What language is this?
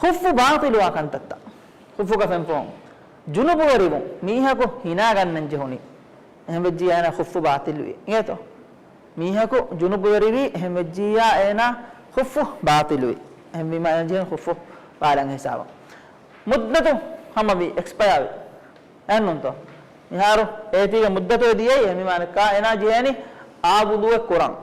Divehi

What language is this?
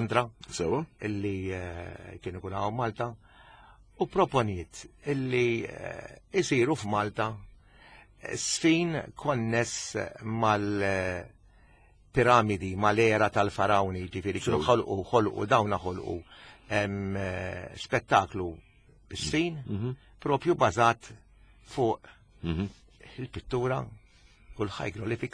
Maltese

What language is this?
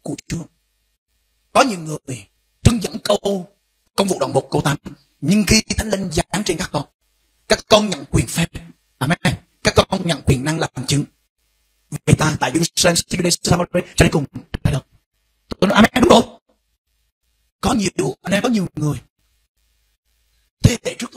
Vietnamese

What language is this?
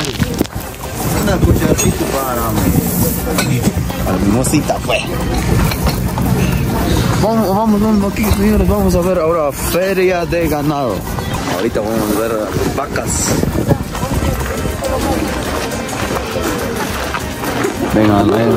Spanish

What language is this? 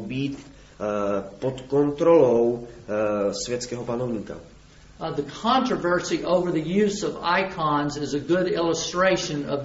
Czech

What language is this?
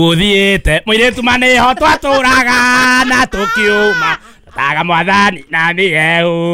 Kikuyu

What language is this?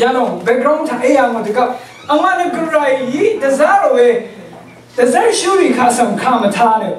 Rawang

